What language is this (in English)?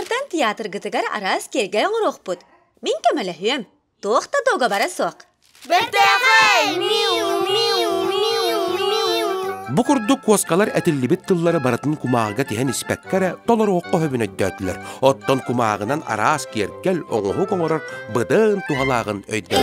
Yakut